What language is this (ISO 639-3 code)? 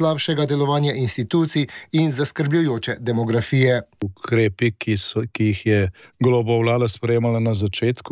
slv